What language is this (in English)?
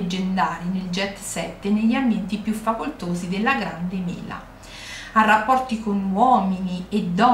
Italian